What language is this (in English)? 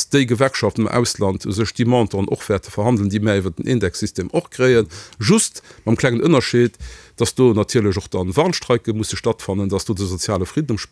Luxembourgish